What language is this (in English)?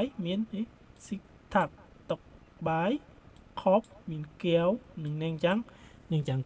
Khmer